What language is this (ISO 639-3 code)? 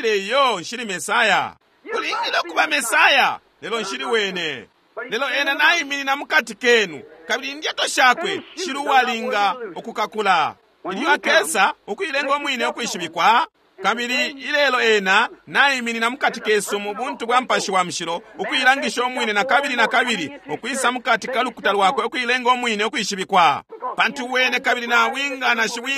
bem